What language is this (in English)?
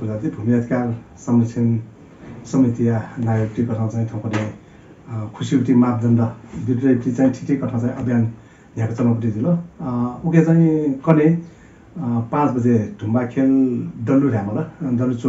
Newari